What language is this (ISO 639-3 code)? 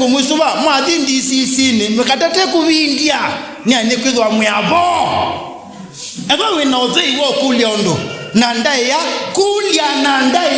kam